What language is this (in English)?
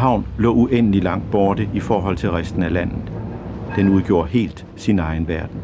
Danish